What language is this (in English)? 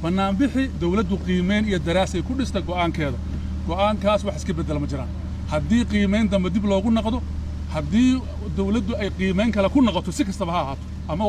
Somali